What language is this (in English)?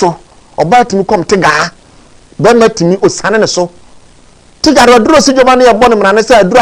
Akan